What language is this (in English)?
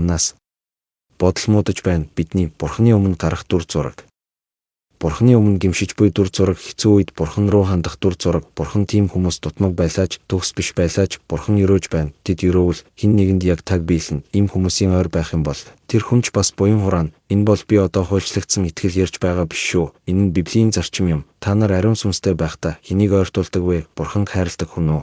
Mongolian